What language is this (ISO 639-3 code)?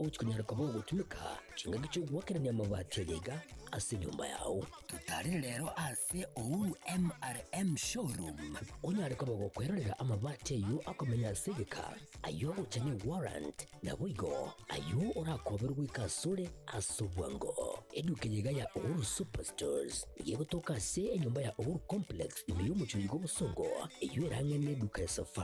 guz